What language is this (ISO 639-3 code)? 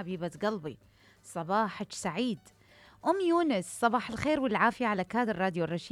acm